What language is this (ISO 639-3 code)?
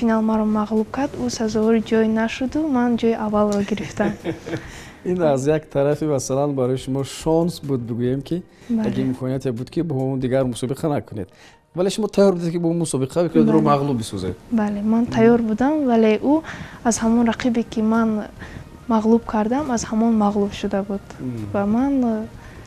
tgk